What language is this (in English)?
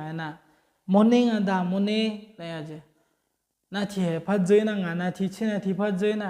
Akha